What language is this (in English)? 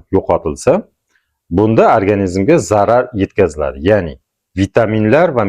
Uzbek